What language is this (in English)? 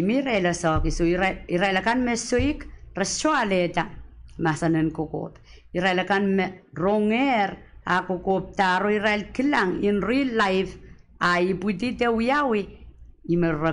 Pohnpeian